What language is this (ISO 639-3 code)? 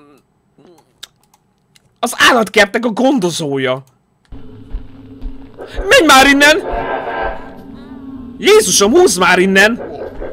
hun